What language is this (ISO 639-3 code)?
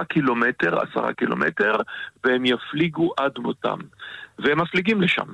heb